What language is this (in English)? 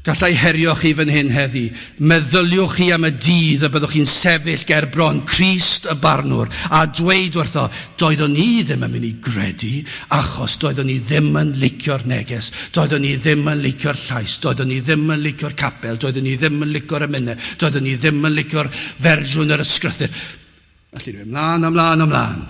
Welsh